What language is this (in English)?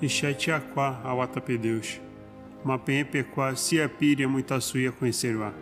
Nheengatu